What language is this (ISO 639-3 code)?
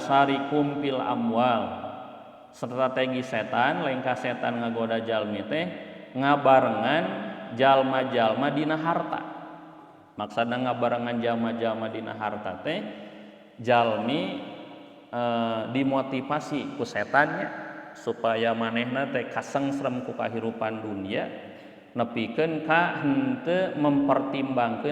sun